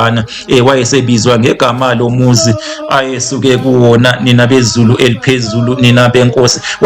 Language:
Zulu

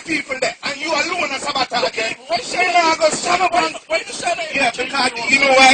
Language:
Jamaican Creole English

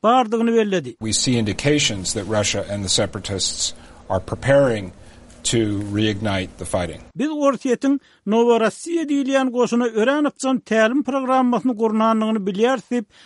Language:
Turkmen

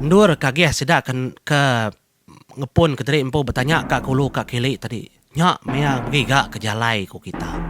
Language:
Iban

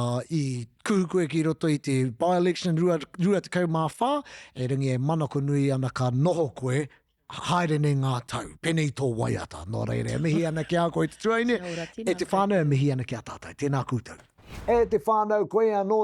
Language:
Māori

